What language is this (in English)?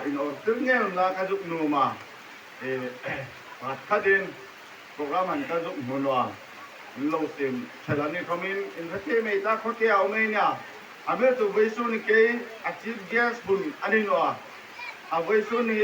Hmar